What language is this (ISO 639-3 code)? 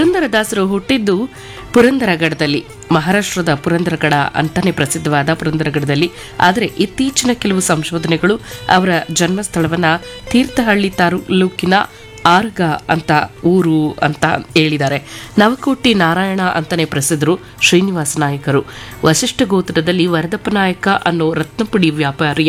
kan